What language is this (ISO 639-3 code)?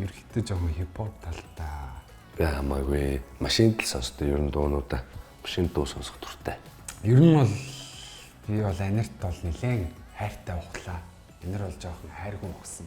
mon